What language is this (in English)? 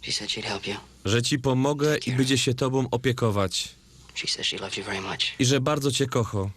Silesian